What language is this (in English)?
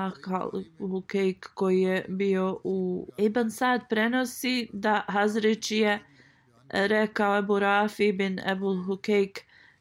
Bosnian